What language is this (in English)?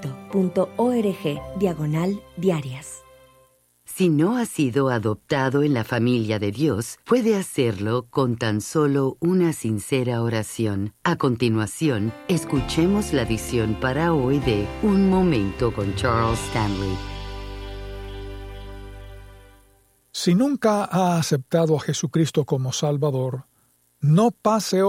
Spanish